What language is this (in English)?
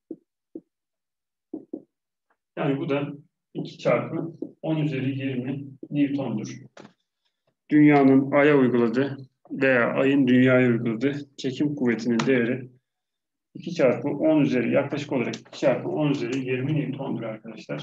Turkish